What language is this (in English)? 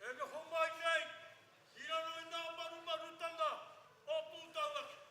Māori